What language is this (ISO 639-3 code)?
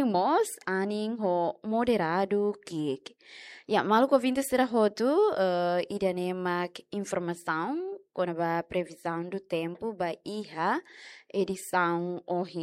tet